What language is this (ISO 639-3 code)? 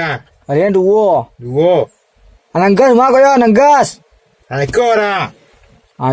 min